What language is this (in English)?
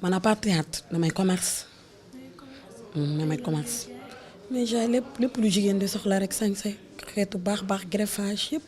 Wolof